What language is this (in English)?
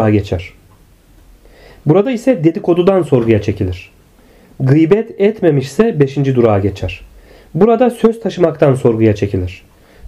Turkish